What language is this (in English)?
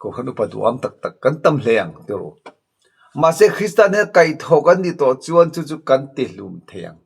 Mizo